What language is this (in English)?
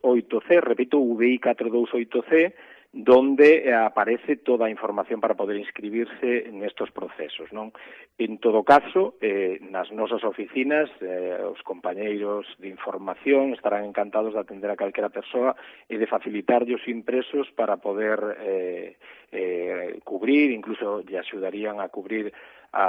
Galician